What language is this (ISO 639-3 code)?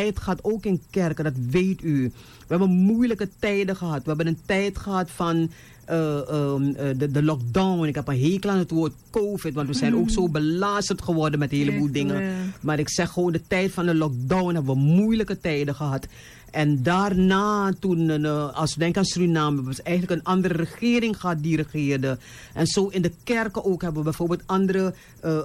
nld